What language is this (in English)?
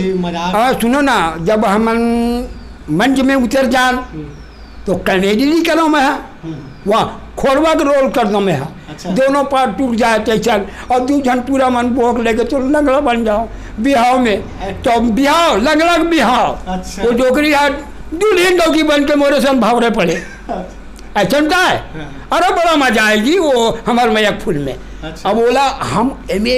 Chhattisgarhi